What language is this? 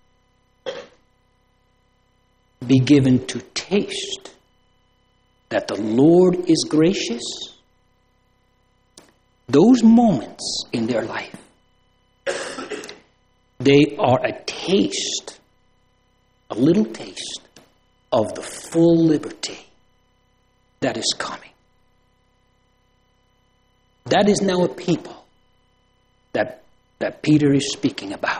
English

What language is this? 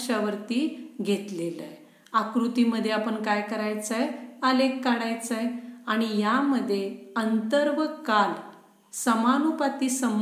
Marathi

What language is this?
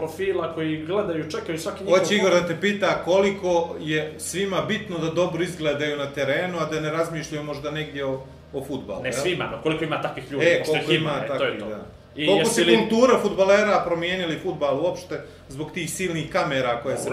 Bosnian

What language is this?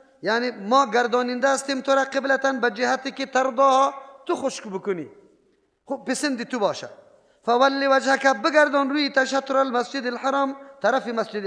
Persian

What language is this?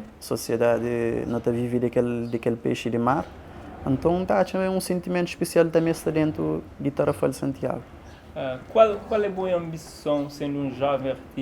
Kabuverdianu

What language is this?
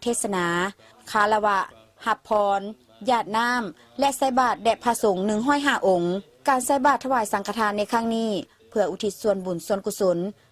Lao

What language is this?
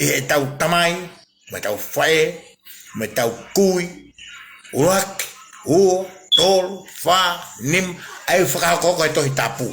Tongan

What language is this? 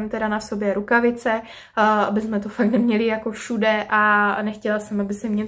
Czech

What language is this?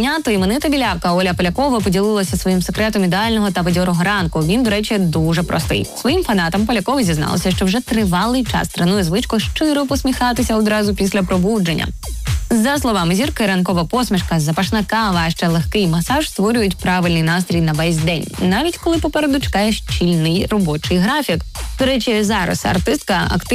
Ukrainian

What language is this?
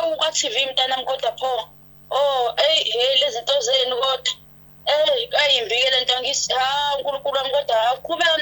Zulu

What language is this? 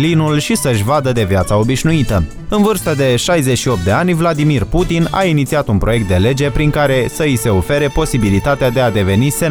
Romanian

